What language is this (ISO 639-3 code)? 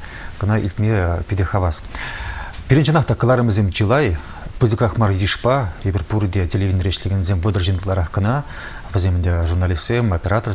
chv